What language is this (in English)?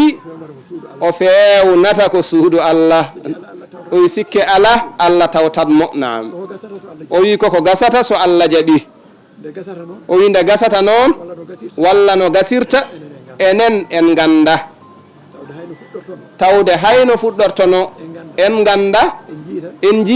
Fula